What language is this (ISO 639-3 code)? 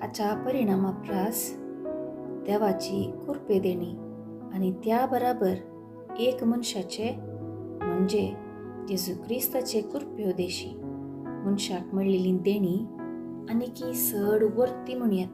kok